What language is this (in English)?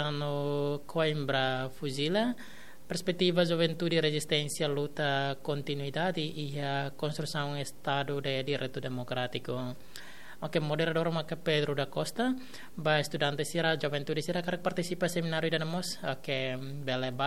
Tetum